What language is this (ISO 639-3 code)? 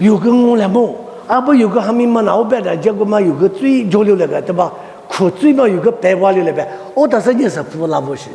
lis